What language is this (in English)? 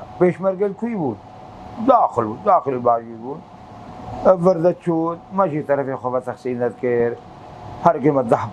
Kurdish